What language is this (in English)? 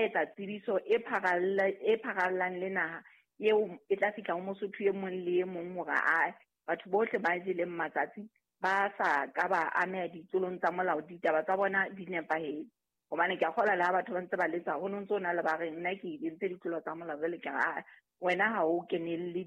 Southern Sotho